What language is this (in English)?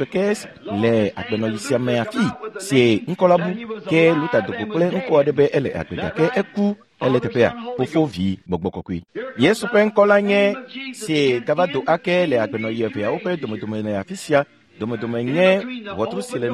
Ewe